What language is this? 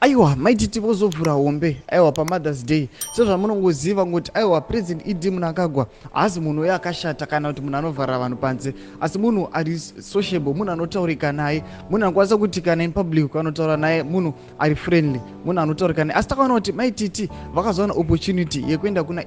Shona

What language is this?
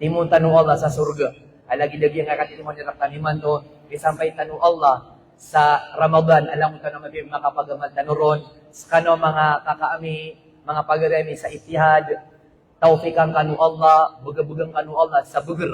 Maranao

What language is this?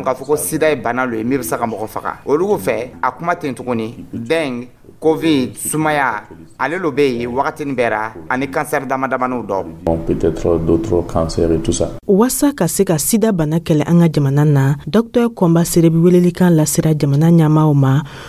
Dyula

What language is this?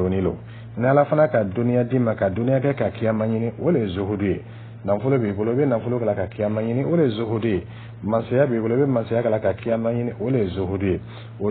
Dyula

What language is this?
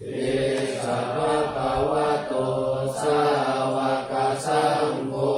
Pali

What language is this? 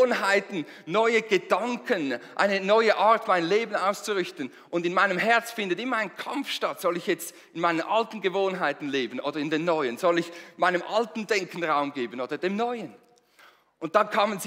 Swiss German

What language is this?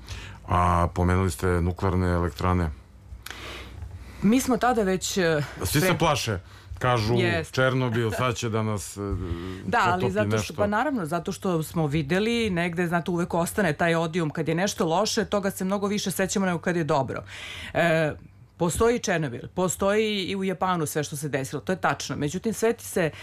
Serbian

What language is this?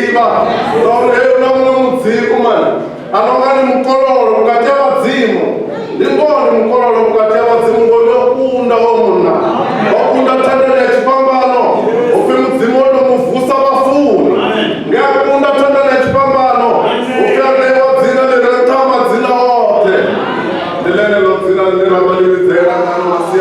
Venda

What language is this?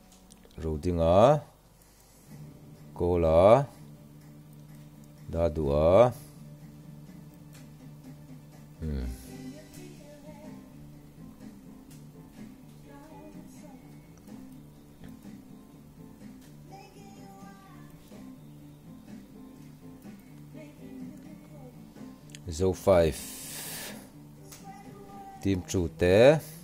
Vietnamese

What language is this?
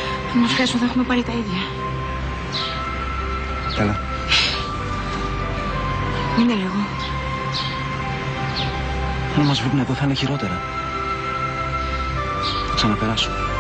Greek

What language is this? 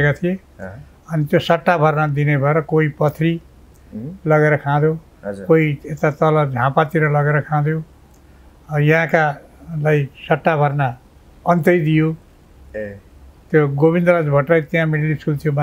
Nepali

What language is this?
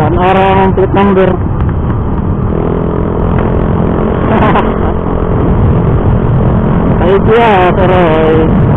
Cebuano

